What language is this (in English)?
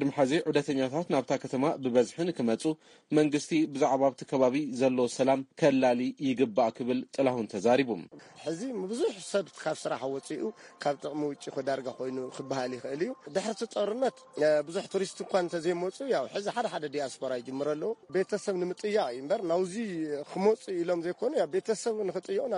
Tigrinya